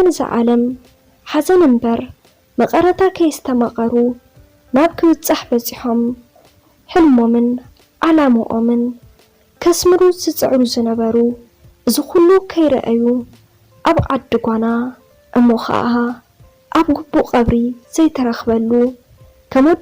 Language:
Tigrinya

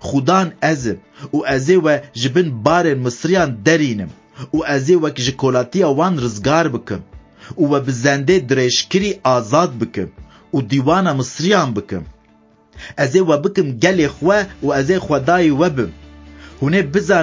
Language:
Kurdish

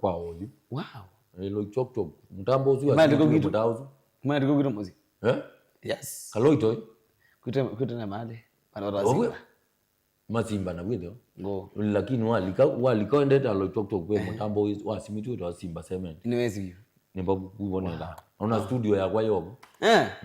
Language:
Kamba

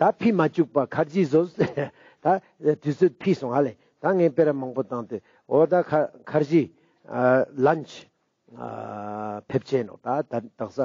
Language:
Ladakhi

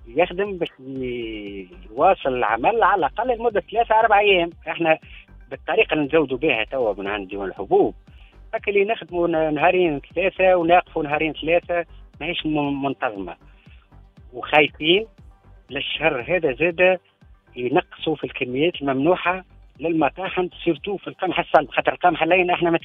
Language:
Tunisian Arabic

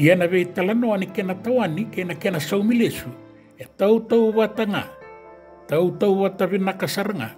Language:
Fijian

